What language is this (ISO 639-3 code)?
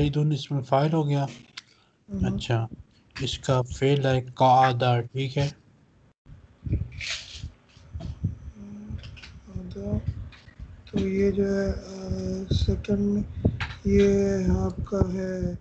urd